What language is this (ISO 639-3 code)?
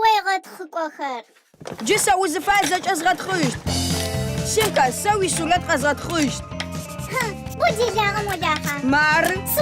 ady